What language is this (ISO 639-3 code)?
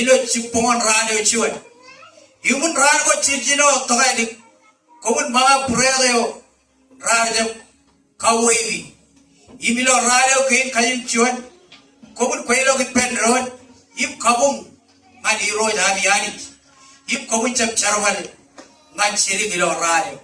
mah